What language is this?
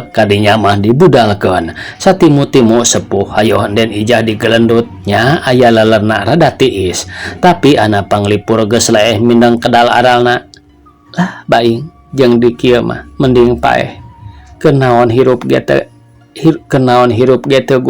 Sundanese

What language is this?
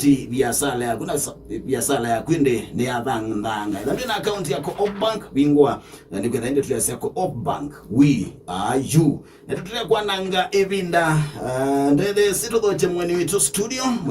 Kamba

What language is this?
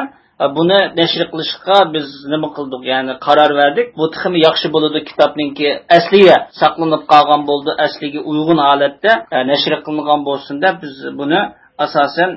Uyghur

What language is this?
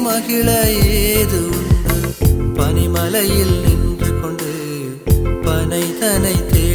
Tamil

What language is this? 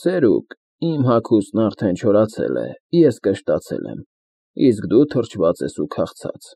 Armenian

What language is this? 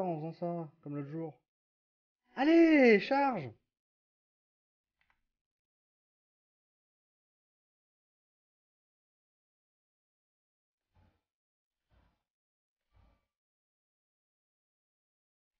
French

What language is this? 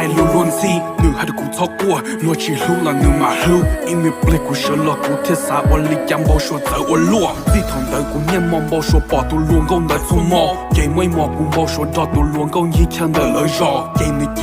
Hmong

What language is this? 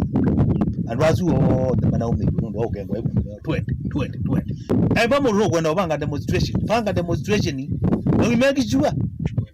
Kamba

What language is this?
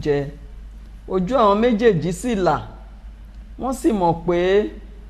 Yoruba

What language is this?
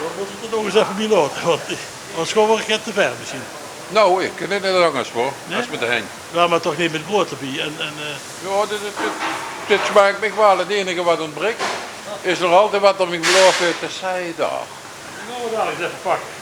Limburgish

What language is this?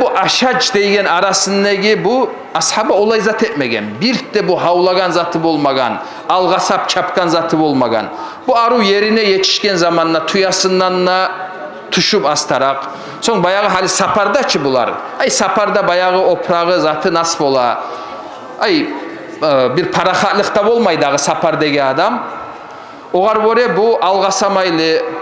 Kumyk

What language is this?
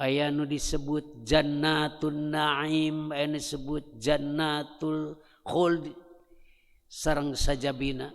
Sundanese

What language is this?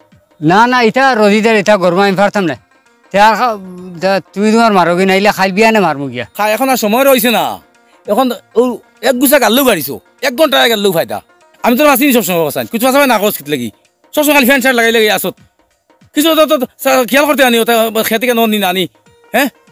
Sylheti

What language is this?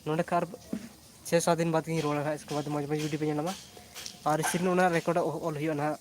Santali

